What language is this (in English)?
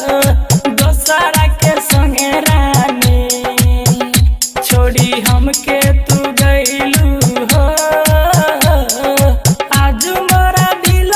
Bhojpuri